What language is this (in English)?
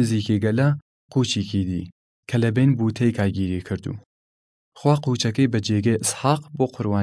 Southern Kurdish